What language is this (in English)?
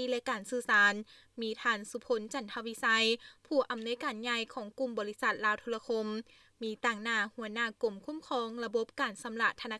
Lao